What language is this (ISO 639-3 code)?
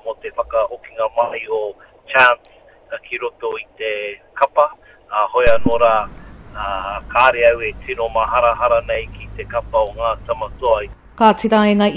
mri